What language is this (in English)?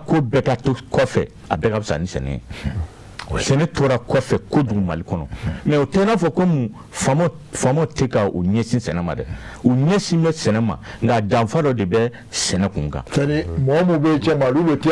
Bambara